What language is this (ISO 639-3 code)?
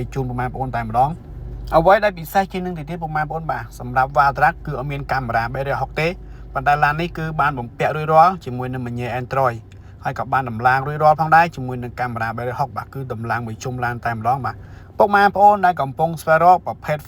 khm